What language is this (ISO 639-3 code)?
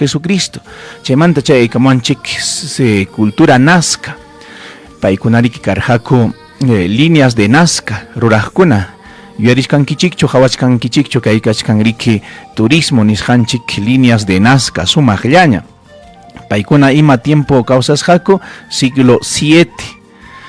quy